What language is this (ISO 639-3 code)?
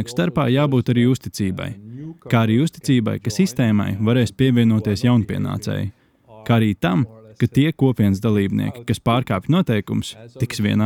lav